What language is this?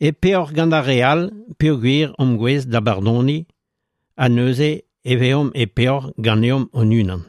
Breton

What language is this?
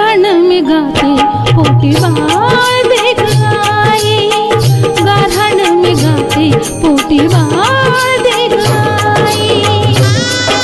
Marathi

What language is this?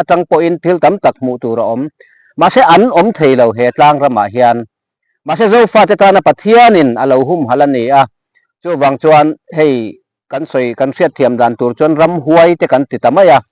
Mizo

